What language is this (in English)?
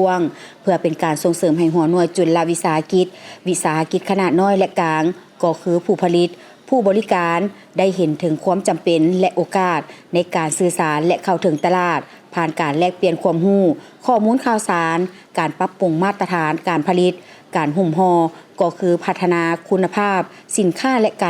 Lao